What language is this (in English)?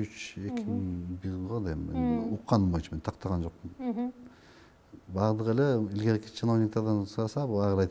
Kyrgyz